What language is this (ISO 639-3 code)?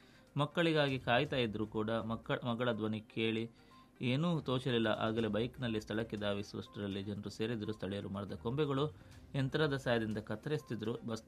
kan